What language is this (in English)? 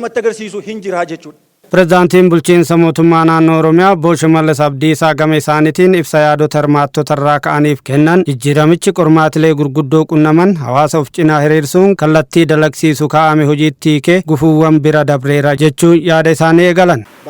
Oromo